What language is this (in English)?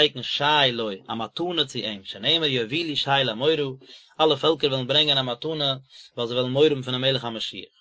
Yiddish